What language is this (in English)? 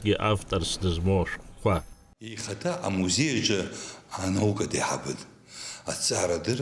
Abkhazian